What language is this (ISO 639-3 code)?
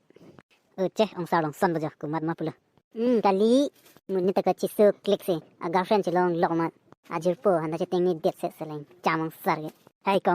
mjw